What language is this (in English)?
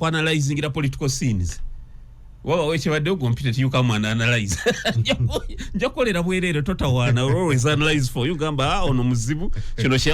Ganda